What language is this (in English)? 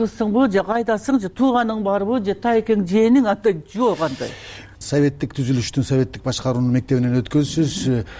Kyrgyz